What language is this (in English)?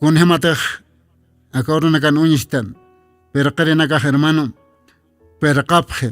Aymara